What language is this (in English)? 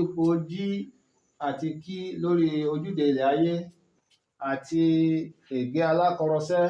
Yoruba